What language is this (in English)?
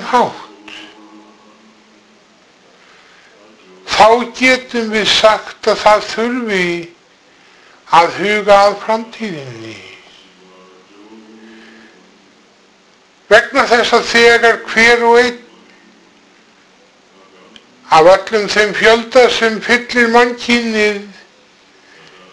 Icelandic